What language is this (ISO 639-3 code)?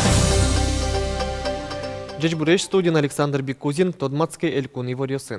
udm